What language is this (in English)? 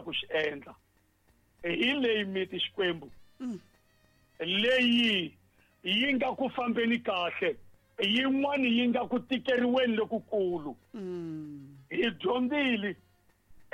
Tsonga